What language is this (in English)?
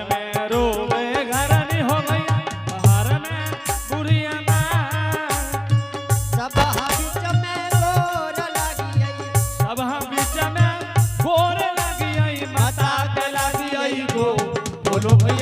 Angika